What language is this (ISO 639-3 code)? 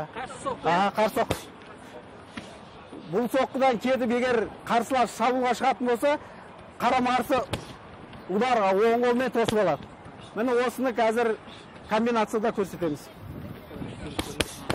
kaz